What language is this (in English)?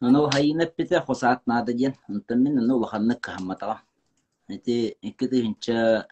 Yakut